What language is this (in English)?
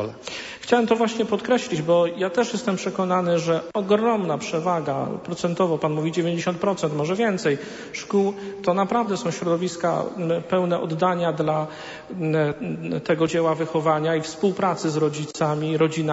Polish